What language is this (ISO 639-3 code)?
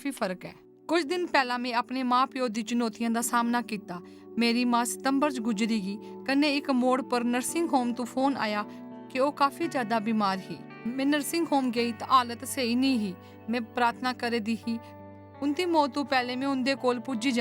doi